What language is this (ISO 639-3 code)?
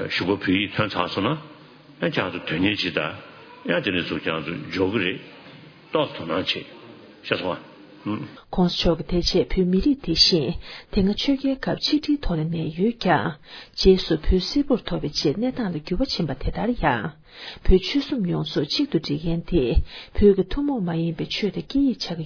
bod